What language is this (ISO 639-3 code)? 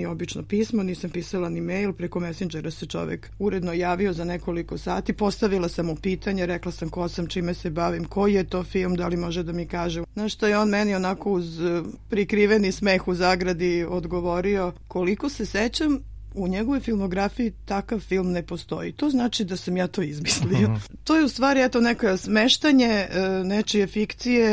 srp